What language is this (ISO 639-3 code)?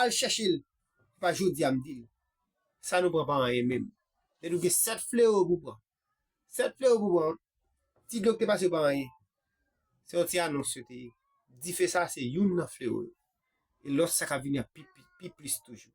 hat